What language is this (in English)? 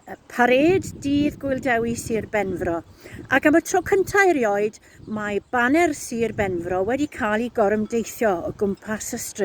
Welsh